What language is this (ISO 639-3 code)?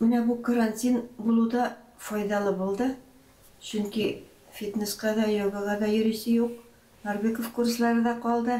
tat